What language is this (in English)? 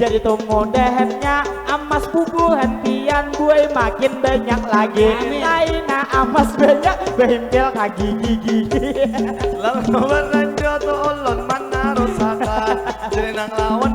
Banjar